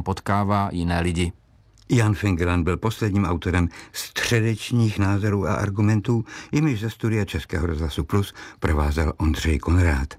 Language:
Czech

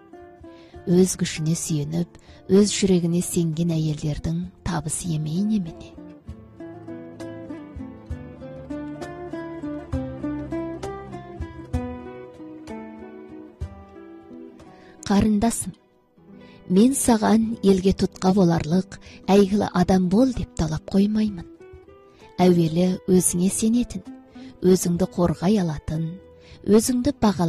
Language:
Kazakh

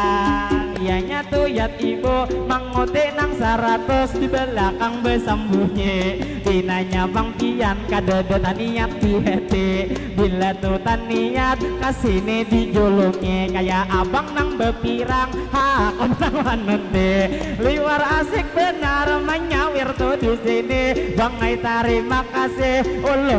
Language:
Banjar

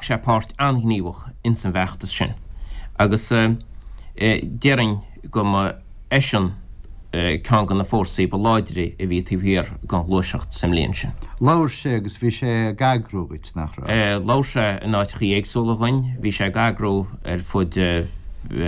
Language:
Irish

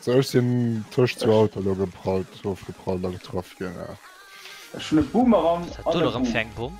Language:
Luxembourgish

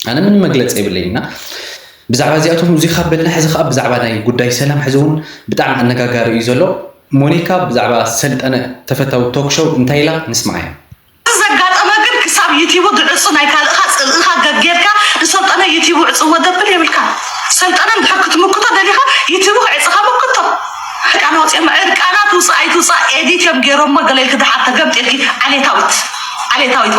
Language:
Tigrinya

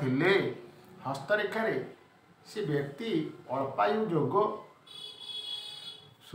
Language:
Odia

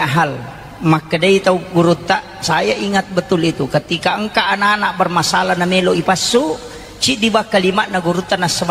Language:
Buginese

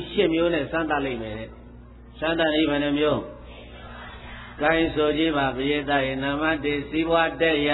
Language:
Burmese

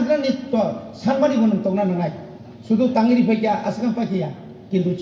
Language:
Kok Borok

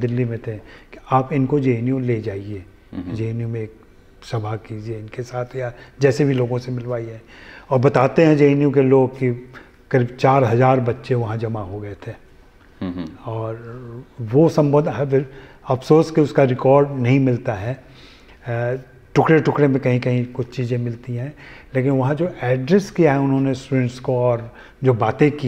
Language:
Hindi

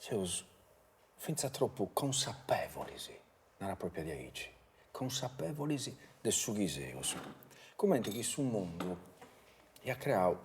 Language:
Sardinian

